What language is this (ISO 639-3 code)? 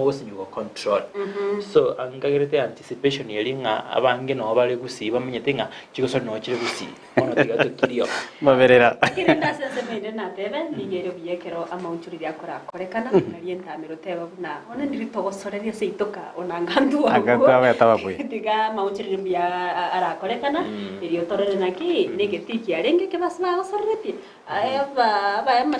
guz